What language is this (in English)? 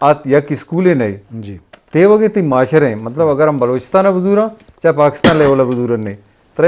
Eastern Balochi